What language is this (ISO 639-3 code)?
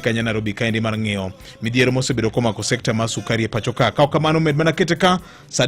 luo